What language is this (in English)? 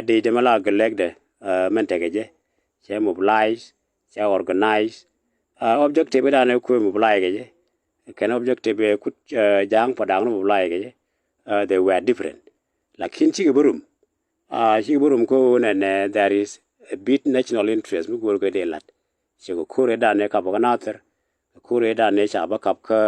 Nuer